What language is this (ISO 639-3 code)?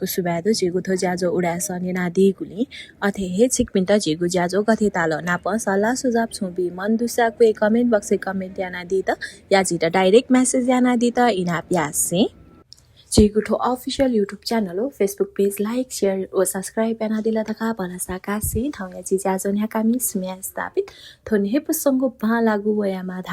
new